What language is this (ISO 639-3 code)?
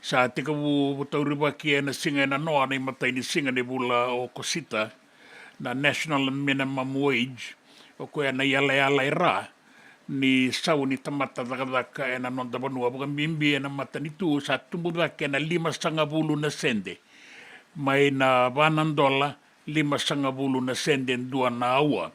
fij